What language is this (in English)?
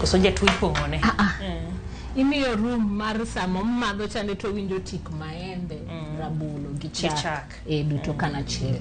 Luo (Kenya and Tanzania)